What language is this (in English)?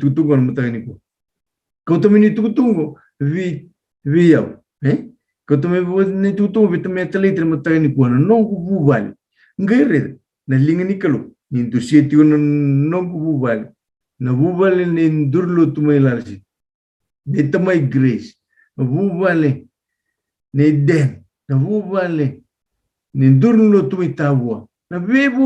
Fijian